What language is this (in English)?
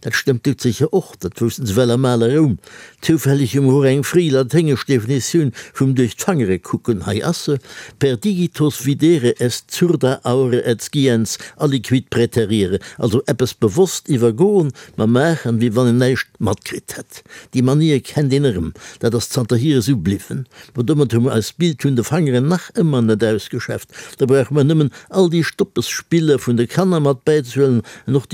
Luxembourgish